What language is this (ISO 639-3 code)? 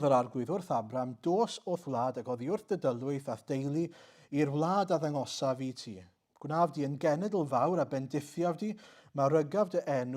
cym